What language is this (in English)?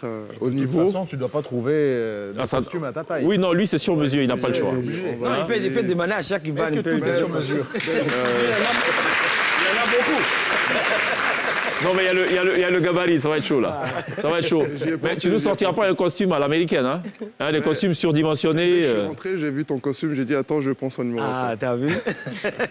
French